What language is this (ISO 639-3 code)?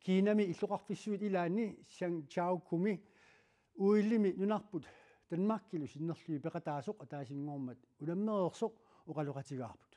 kal